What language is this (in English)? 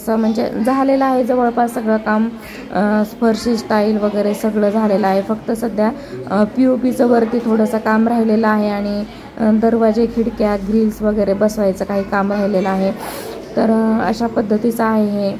Marathi